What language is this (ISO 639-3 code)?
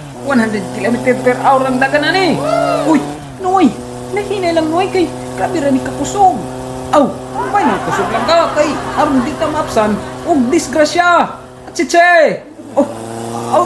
ceb